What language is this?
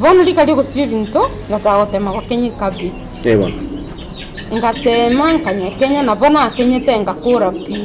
Gusii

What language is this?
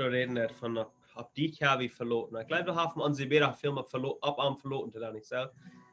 Plautdietsch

